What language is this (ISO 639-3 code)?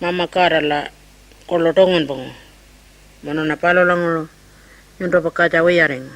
pjt